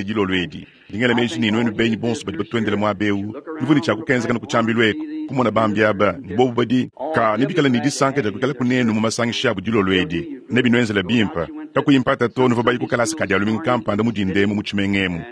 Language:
Luba-Lulua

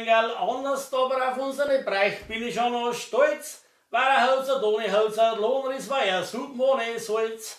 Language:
Bavarian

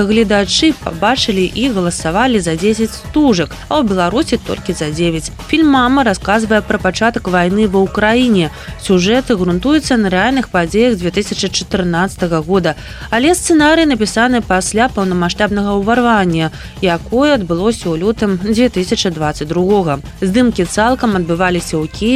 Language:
Belarusian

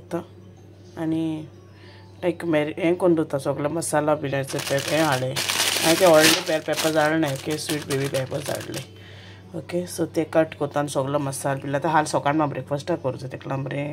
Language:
Konkani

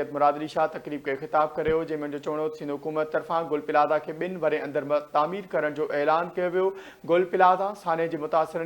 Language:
Sindhi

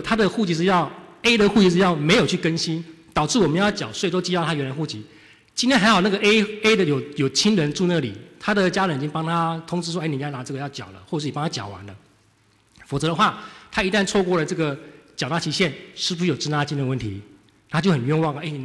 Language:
Chinese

